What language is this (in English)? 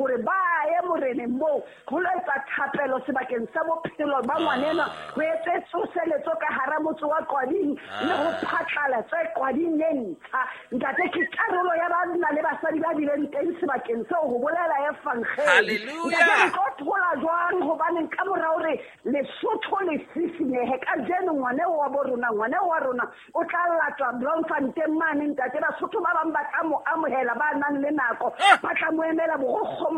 Southern Sotho